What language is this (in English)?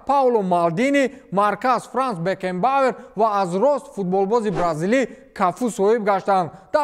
Tajik